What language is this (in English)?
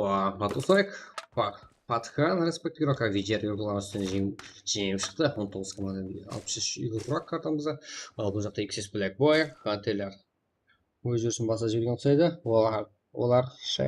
Kara-Kalpak